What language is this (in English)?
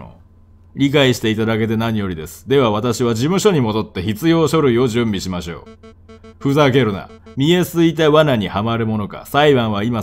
Japanese